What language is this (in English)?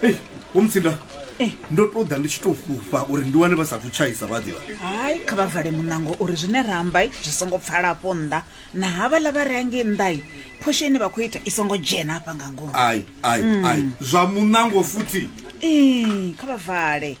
Venda